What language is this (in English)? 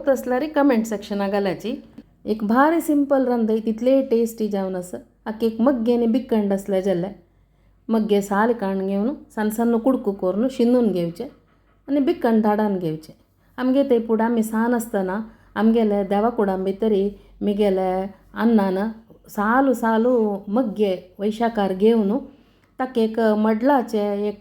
Konkani